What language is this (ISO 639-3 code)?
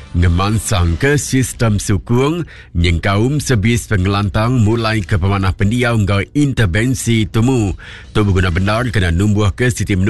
iba